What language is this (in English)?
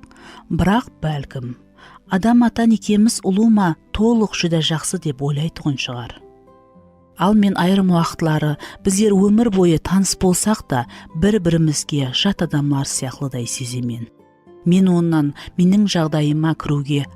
Kara-Kalpak